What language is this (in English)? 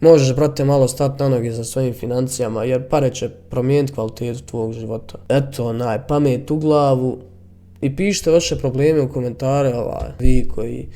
Bosnian